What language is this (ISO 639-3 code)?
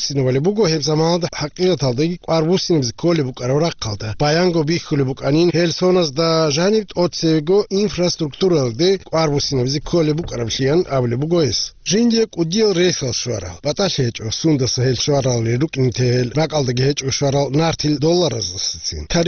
ava